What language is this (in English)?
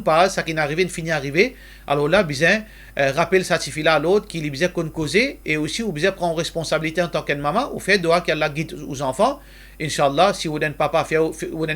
Morisyen